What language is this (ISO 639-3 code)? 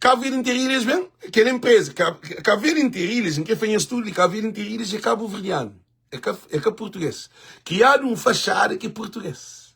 kea